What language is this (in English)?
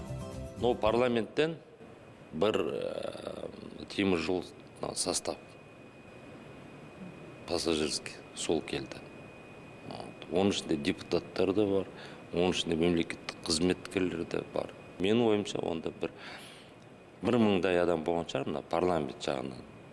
Kazakh